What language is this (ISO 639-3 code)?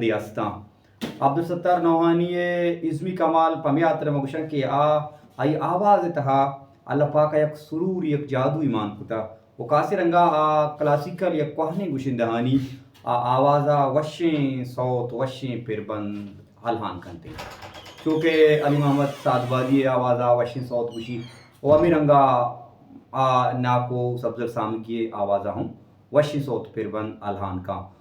bal